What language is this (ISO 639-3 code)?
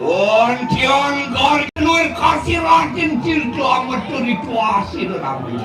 ban